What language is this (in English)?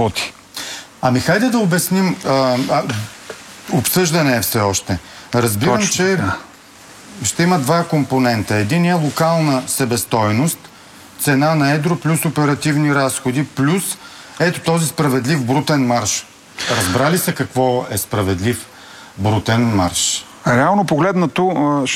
Bulgarian